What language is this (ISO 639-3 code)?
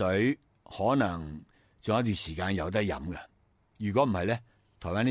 yue